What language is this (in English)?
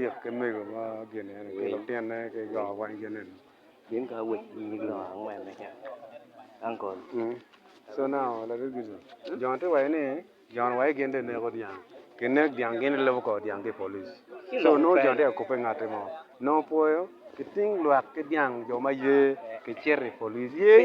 Acoli